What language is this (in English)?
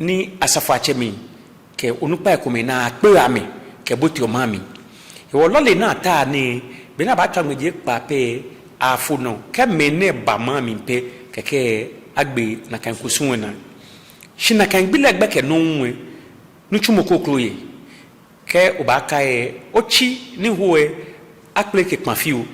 Ga